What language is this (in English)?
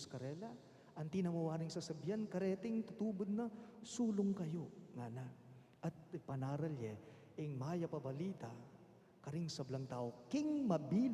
Pampanga